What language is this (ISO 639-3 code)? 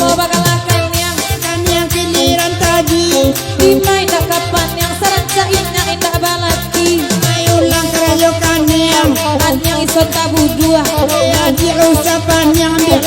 min